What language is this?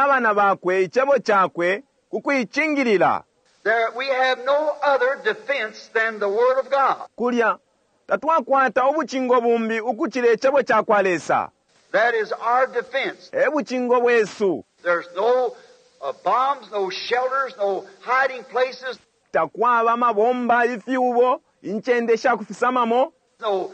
Bemba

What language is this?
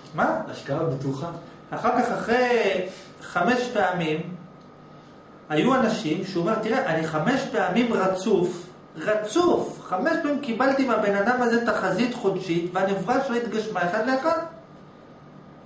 Hebrew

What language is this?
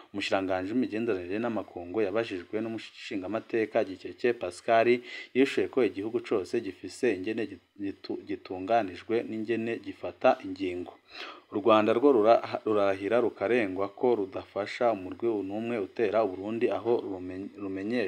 Rundi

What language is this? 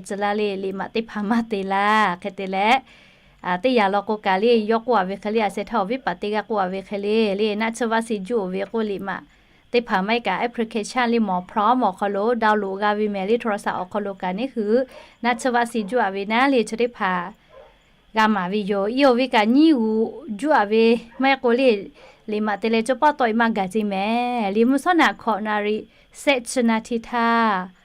Lahu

